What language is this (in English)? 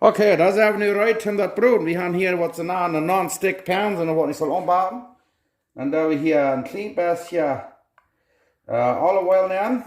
Plautdietsch